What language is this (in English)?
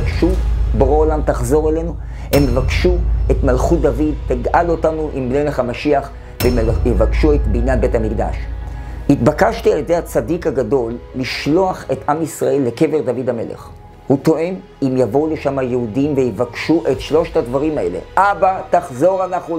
Hebrew